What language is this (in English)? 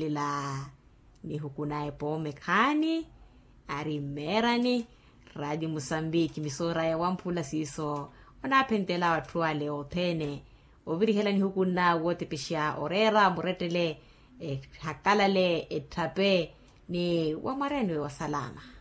Makhuwa